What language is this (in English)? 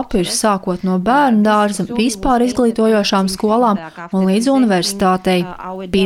Latvian